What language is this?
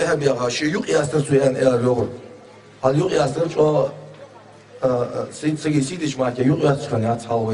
Ingush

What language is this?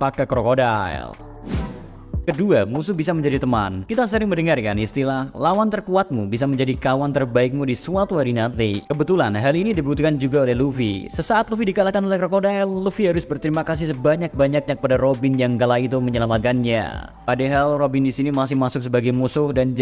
Indonesian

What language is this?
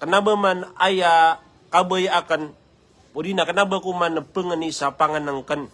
Maranao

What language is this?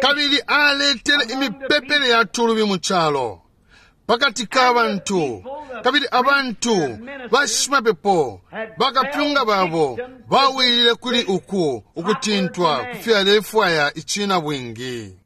Bemba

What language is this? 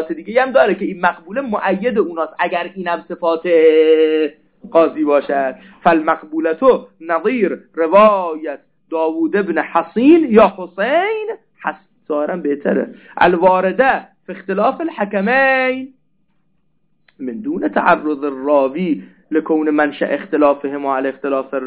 Persian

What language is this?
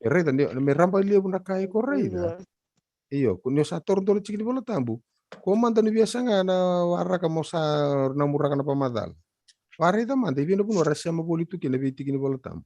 Fijian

